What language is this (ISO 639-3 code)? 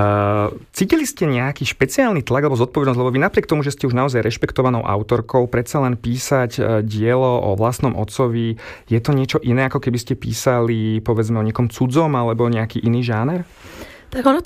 slk